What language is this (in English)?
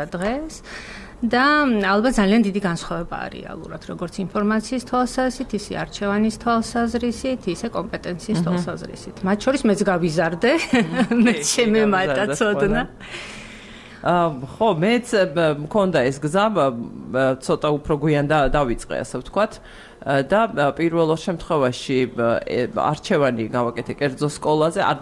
Georgian